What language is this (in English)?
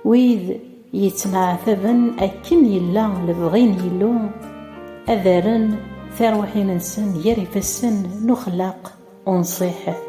Kabyle